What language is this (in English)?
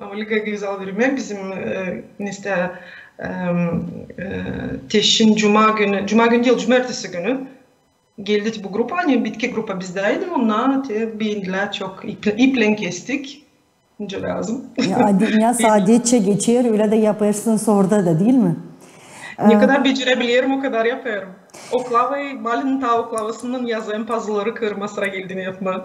Gagauz